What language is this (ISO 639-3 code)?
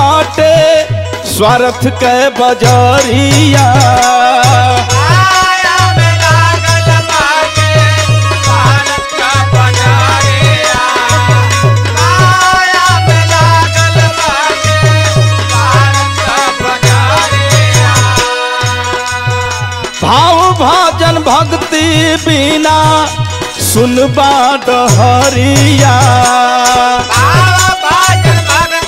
bho